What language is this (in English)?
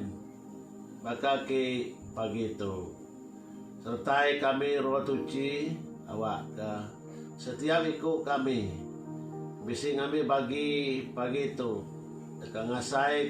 Iban